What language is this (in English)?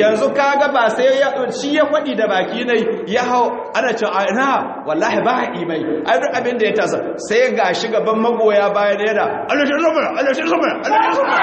Hausa